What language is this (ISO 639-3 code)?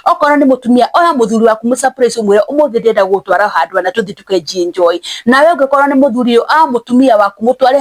kik